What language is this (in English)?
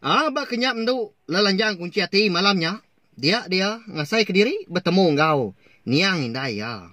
Iban